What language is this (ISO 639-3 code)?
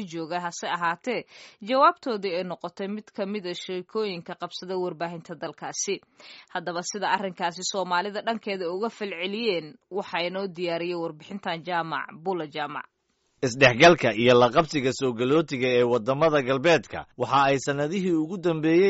som